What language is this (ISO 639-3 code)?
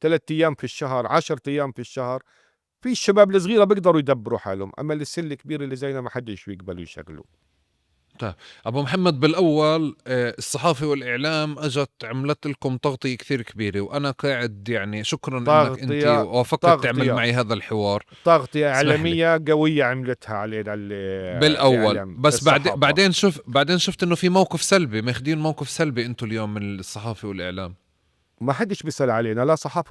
apc